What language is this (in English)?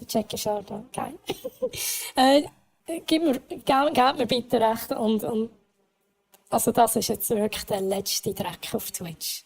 Swiss German